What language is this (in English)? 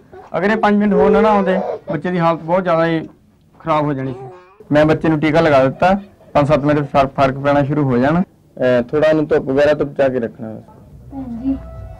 Punjabi